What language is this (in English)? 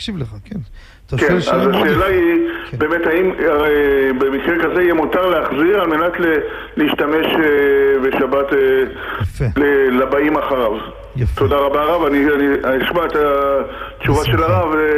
Hebrew